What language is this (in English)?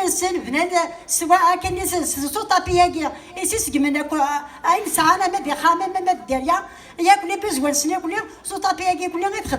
Kabyle